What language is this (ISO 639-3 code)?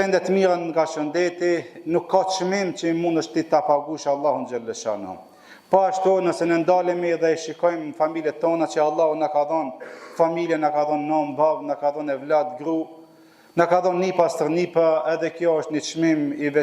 sqi